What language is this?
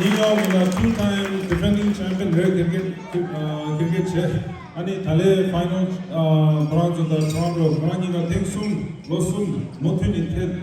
Tibetan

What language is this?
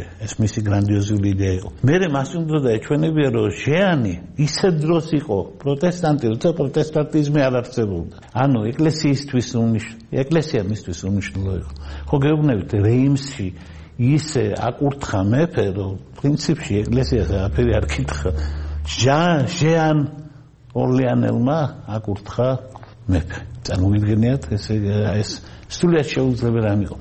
Georgian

